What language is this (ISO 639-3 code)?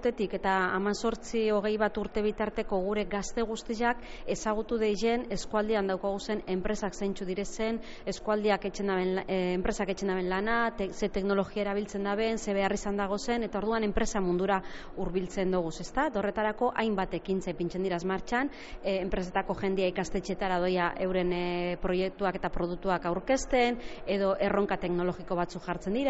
eus